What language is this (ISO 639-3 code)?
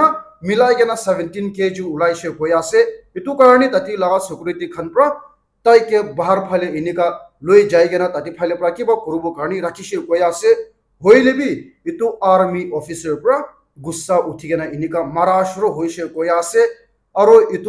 nag